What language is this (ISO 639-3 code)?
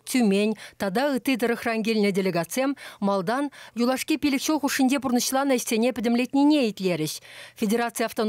chv